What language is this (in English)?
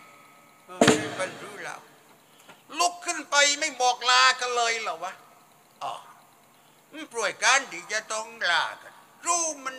Thai